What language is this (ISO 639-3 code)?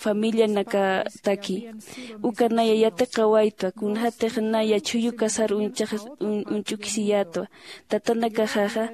aym